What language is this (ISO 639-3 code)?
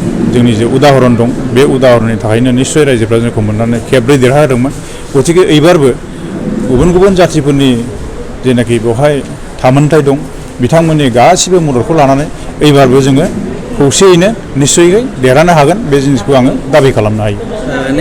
brx